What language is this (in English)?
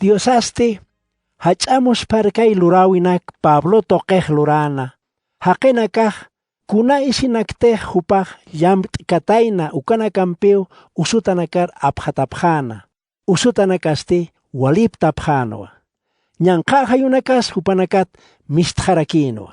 Aymara